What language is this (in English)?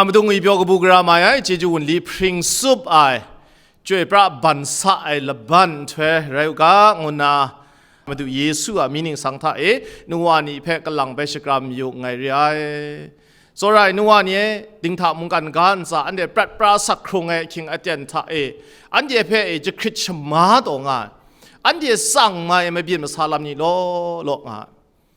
Kachin